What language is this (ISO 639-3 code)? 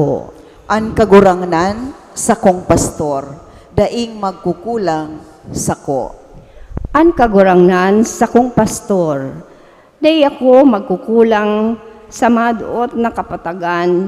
bik